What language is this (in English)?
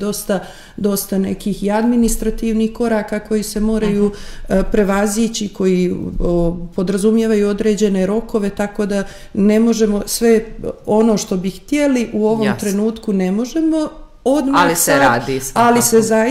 Bosnian